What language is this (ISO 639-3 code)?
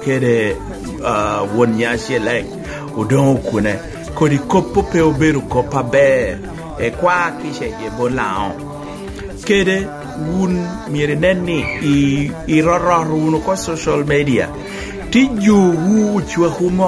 laj